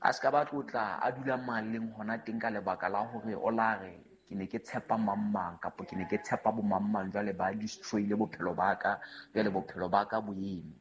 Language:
Southern Sotho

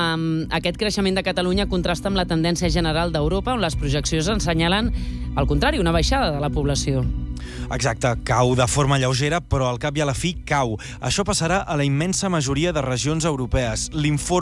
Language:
Catalan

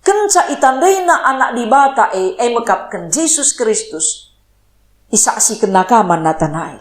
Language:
Batak Karo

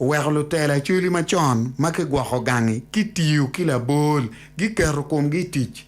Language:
Acoli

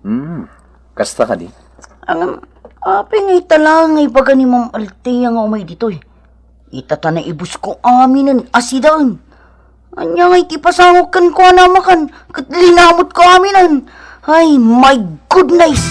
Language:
Iloko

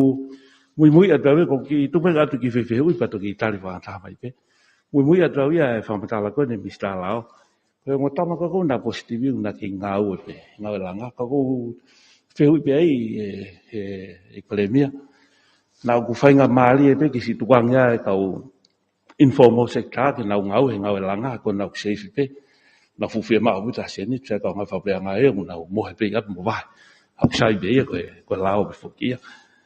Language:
Tongan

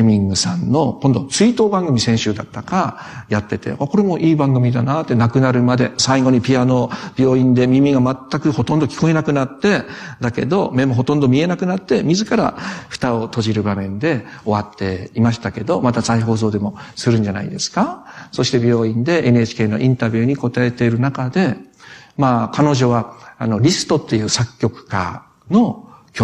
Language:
Japanese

